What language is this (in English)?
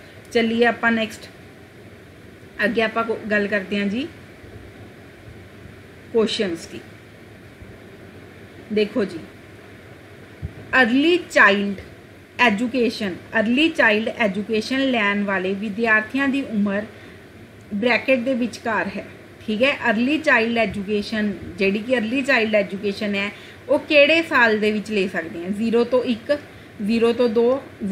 Punjabi